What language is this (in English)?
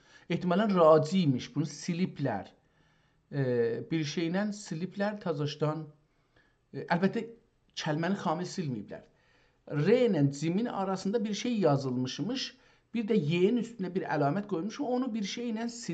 South Azerbaijani